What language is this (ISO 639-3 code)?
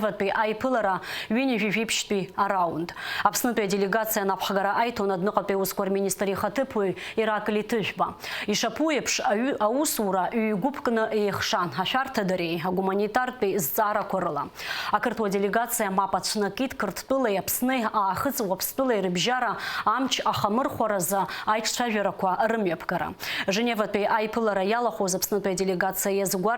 abk